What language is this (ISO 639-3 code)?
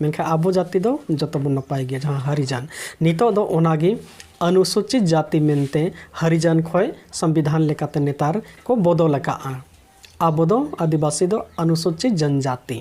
sat